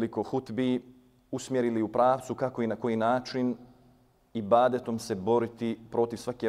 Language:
Bosnian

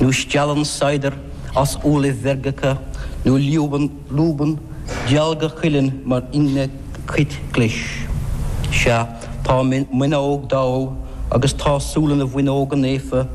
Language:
Irish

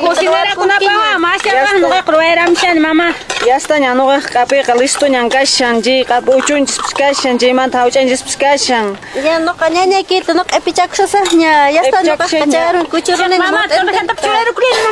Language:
Quechua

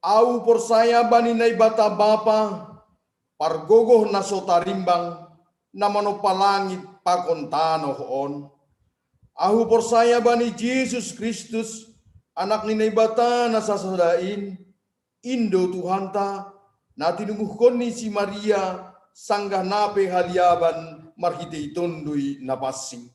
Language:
Batak Simalungun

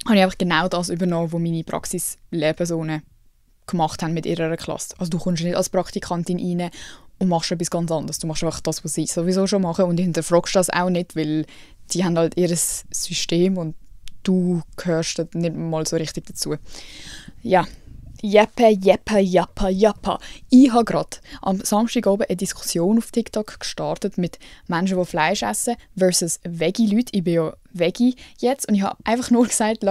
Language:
Swiss German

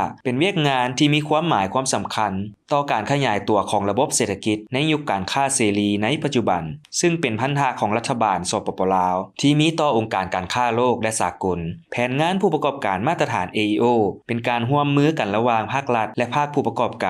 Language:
Lao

